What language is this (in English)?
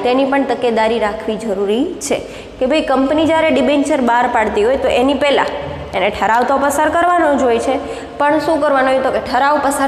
Gujarati